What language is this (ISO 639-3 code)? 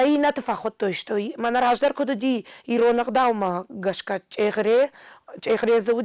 oss